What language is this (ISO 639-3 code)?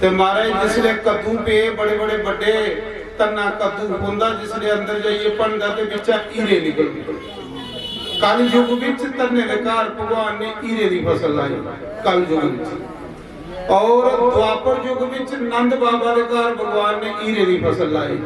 doi